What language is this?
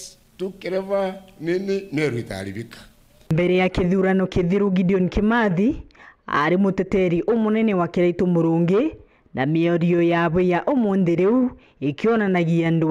Meru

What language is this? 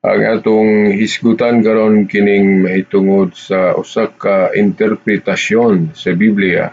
Cebuano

